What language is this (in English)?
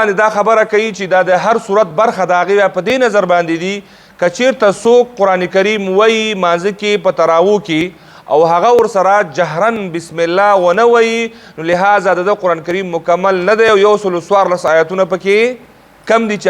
Pashto